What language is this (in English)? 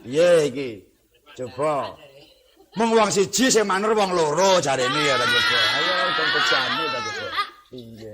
Javanese